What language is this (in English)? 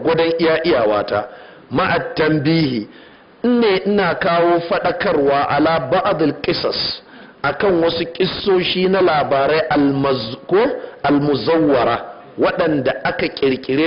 Hausa